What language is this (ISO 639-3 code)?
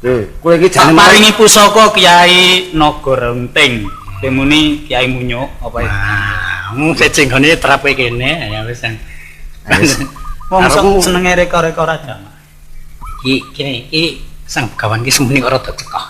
jav